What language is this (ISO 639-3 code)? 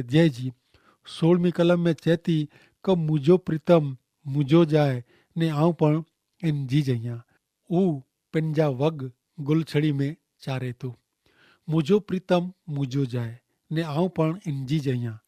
kfr